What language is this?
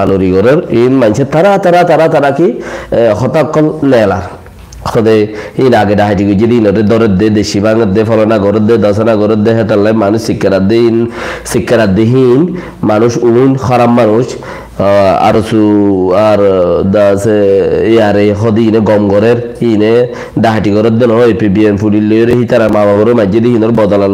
Rohingya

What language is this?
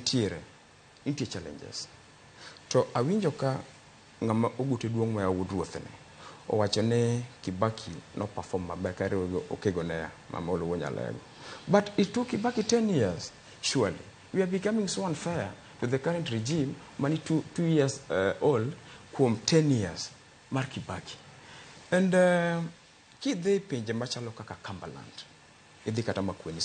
Luo (Kenya and Tanzania)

